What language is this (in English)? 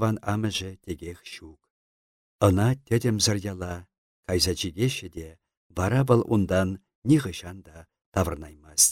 Chuvash